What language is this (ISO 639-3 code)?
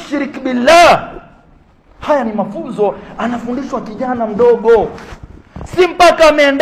swa